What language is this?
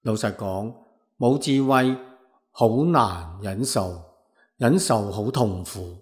Cantonese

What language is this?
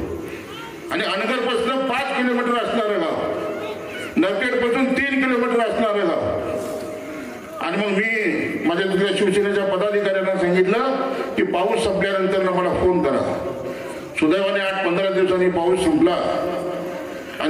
Marathi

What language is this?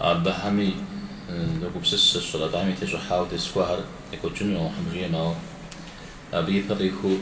Kabardian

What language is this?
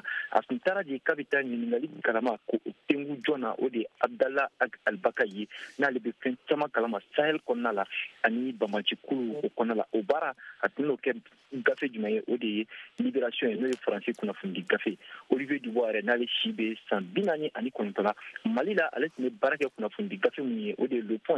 Bambara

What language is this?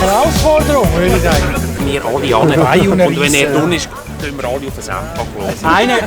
Swiss German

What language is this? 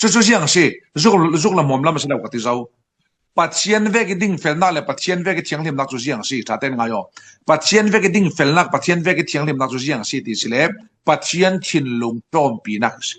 Falam Chin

